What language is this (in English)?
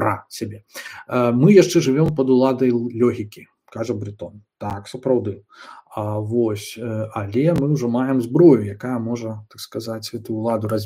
Belarusian